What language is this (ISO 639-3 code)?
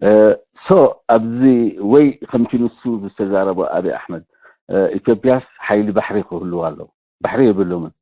tir